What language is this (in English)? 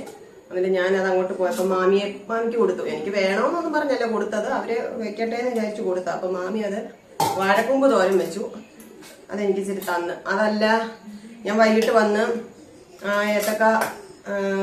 Malayalam